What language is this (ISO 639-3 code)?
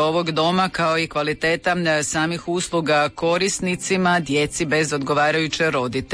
hrv